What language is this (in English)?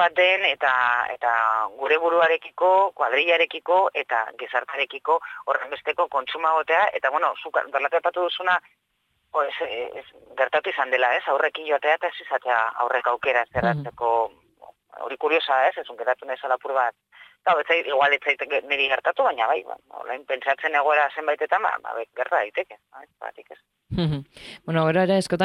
Basque